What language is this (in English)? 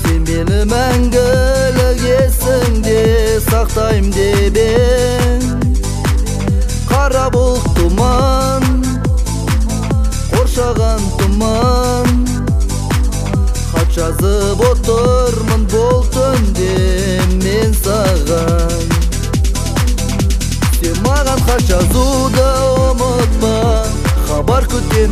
Kazakh